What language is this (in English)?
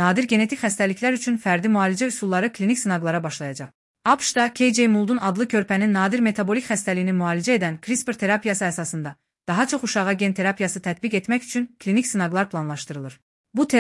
Azerbaijani